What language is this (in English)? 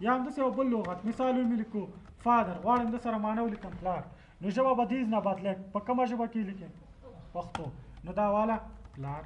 Pashto